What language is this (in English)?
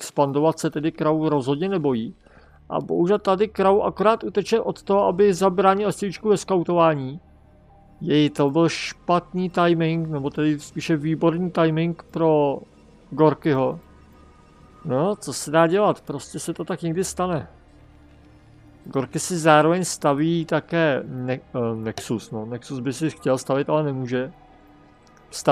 Czech